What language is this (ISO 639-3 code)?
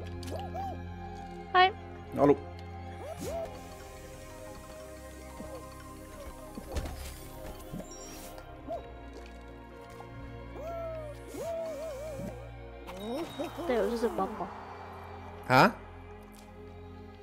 nor